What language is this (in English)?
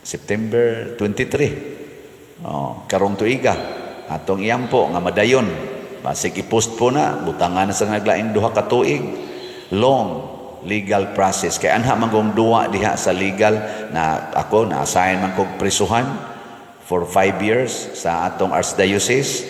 Cebuano